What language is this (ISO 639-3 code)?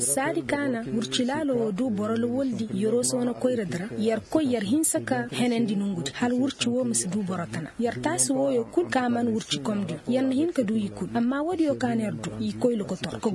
ses